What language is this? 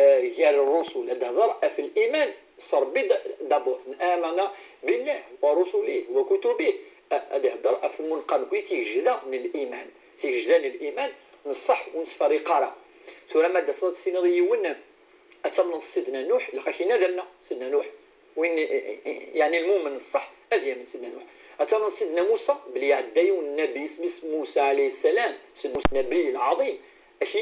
Kabyle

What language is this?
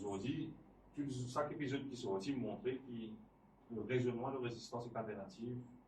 Morisyen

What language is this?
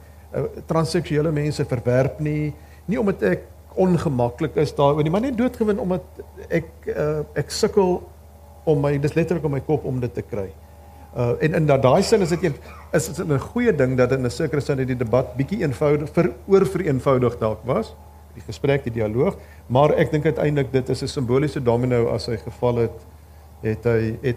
Afrikaans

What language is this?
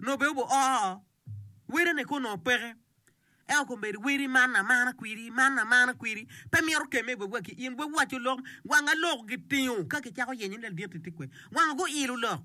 Acoli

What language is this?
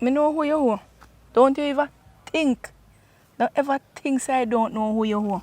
Jamaican Creole English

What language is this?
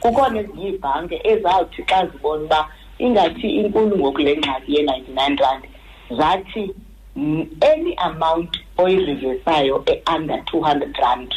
Xhosa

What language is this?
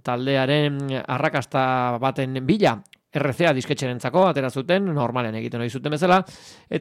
Basque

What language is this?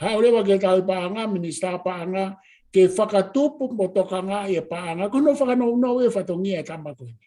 Tongan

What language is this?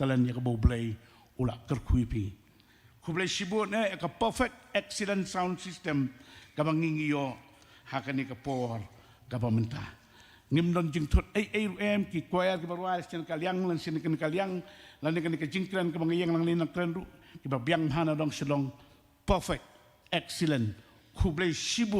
Khasi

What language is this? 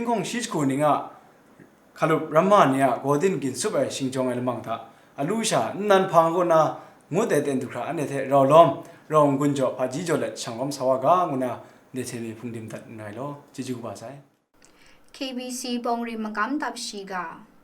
Kachin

